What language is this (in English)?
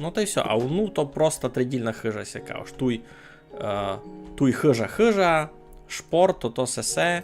Rusyn